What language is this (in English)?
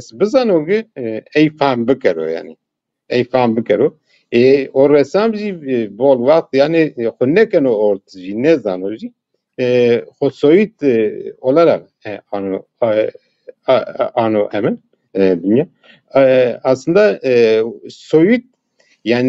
Zaza